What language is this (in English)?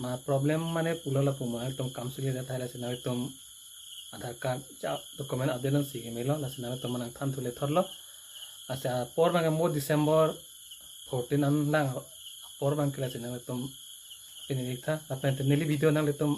Karbi